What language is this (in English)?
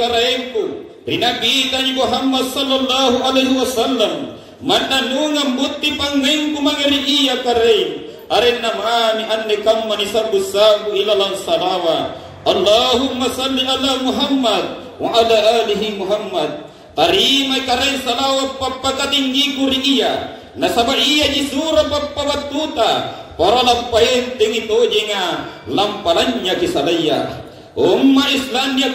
Makasar